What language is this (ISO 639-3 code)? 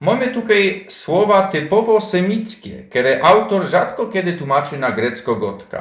szl